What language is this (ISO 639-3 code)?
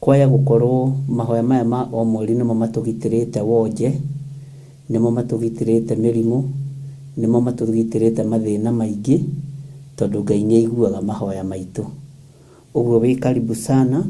kik